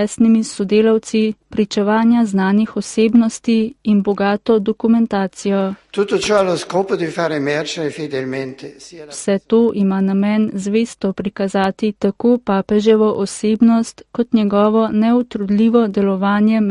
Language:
Slovenian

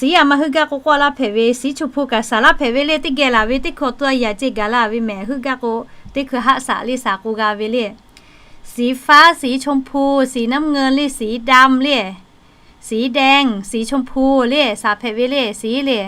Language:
Lahu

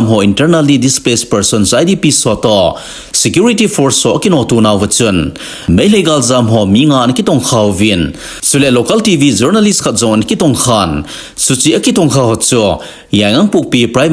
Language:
Thado Chin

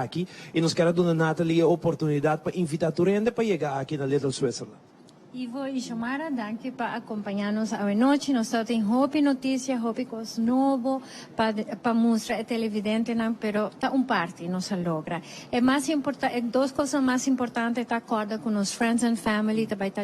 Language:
Papiamento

